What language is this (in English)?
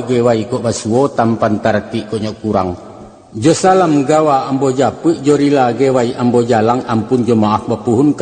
Minangkabau